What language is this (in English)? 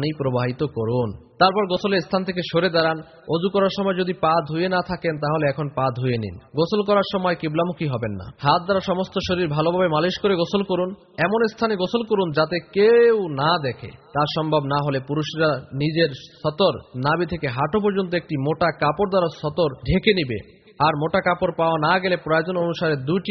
Bangla